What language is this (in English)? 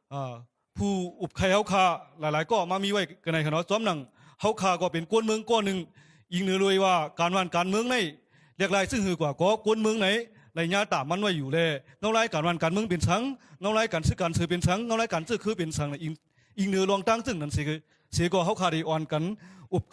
Shan